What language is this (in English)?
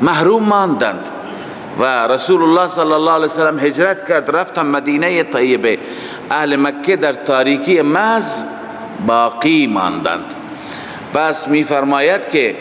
Persian